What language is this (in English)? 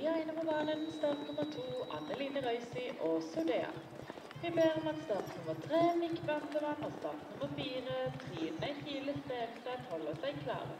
Norwegian